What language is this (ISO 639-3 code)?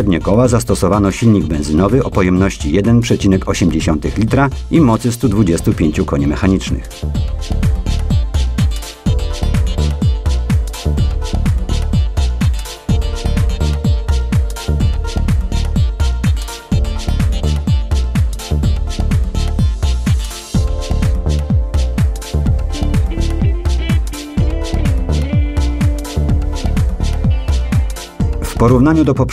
pol